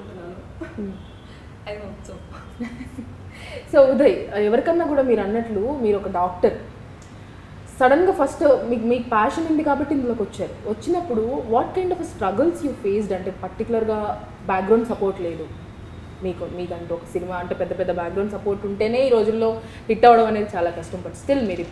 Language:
Telugu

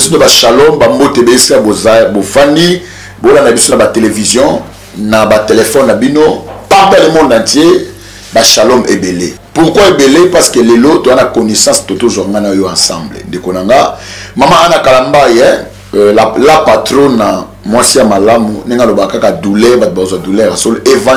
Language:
Lingala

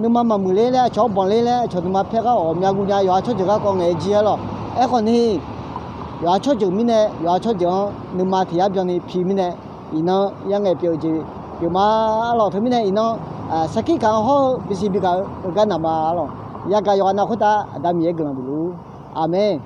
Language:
Akha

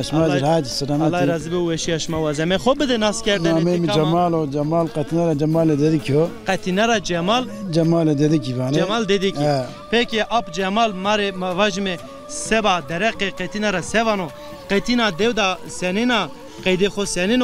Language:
Zaza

